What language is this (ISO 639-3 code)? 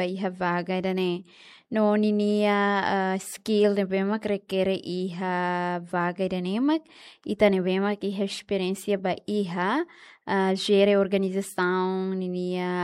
tet